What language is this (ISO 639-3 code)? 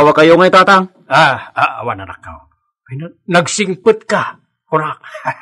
ilo